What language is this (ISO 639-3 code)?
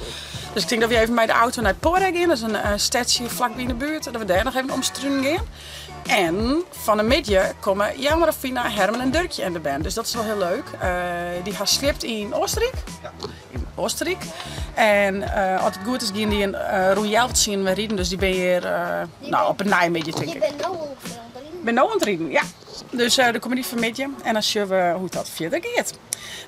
fry